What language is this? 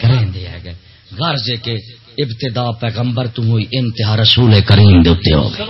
Saraiki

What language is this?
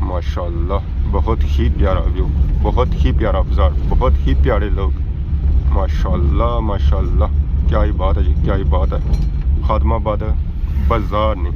Pahari-Potwari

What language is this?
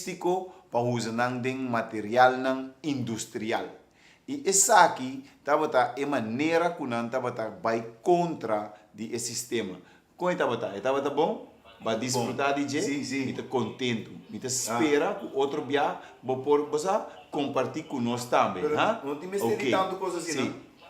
Papiamento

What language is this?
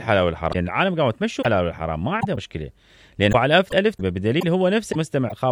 Mesopotamian Arabic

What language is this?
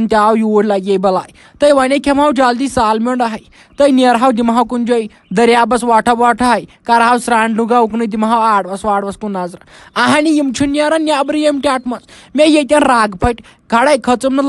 Kashmiri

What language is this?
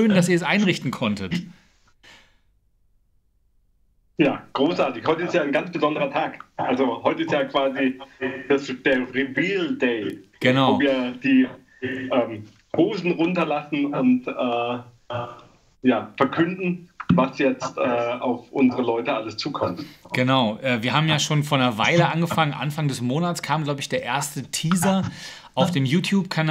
German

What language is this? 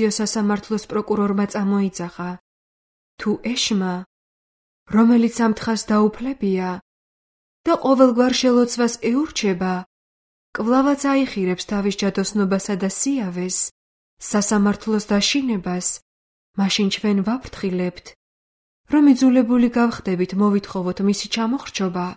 Georgian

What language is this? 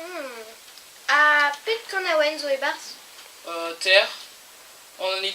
Breton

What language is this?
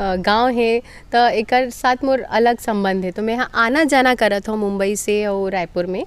Chhattisgarhi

